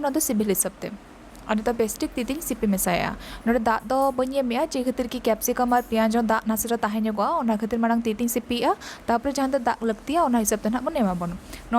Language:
Santali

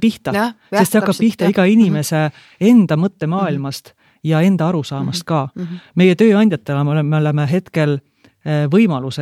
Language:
Estonian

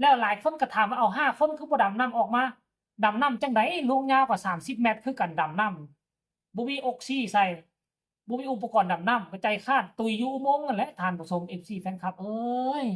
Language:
Northeastern Thai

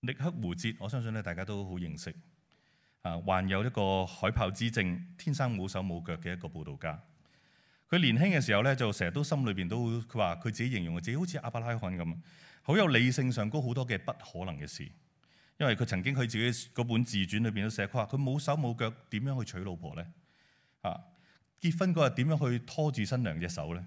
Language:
Cantonese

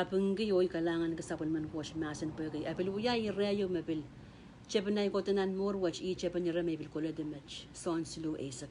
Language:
Pohnpeian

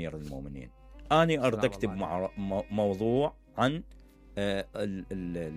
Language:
Mesopotamian Arabic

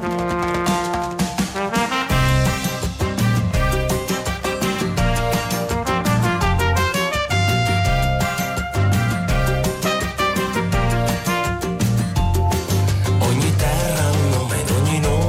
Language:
Italian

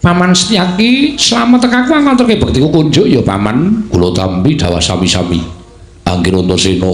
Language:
Javanese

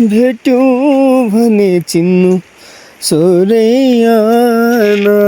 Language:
Nepali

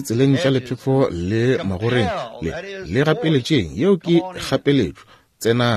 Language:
Northern Sotho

